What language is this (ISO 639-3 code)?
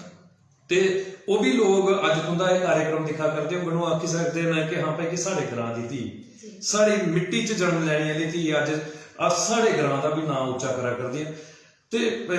doi